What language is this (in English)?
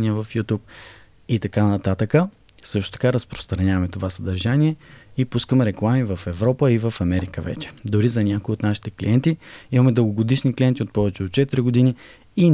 Bulgarian